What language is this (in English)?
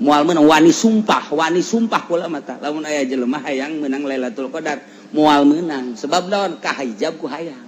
Sundanese